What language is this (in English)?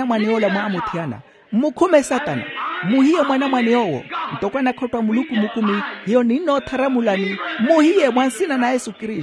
Makhuwa